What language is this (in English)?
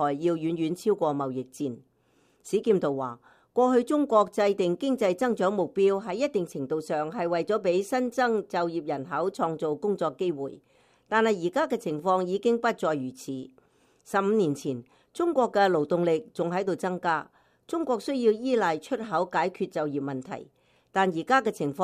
Cantonese